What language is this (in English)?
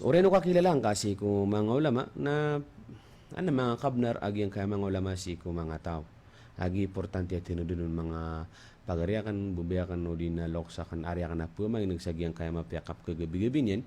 Maranao